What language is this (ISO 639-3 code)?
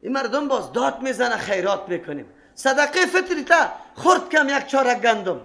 fas